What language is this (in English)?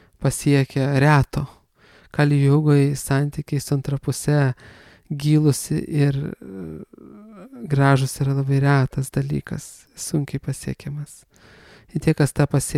Lithuanian